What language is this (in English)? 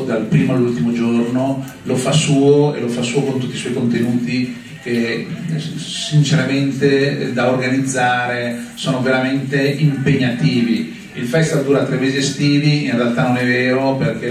Italian